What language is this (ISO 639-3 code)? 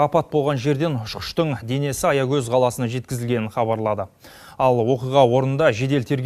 kaz